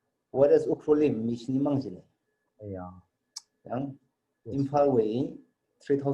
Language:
Tangkhul Naga (India)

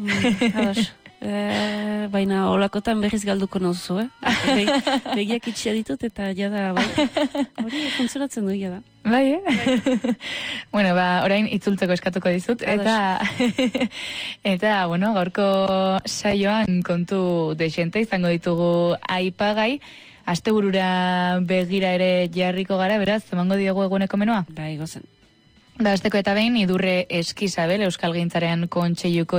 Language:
Basque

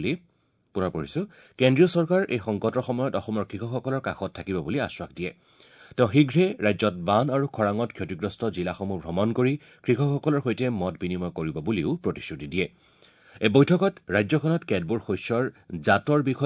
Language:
Assamese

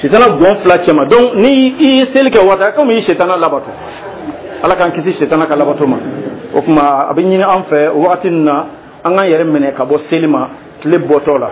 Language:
Dyula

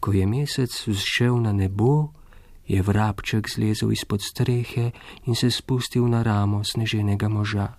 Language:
Slovenian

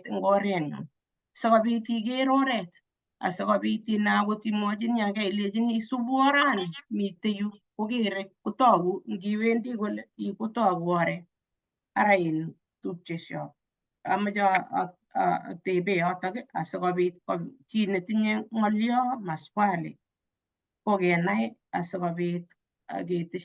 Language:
Kalenjin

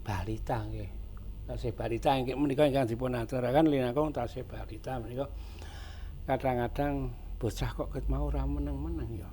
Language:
Javanese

